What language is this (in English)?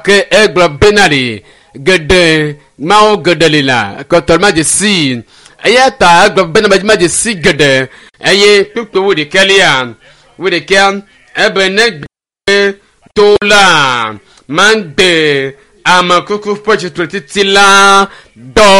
Ewe